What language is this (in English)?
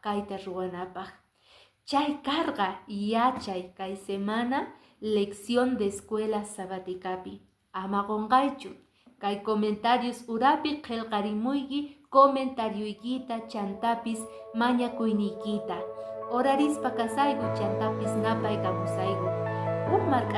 Quechua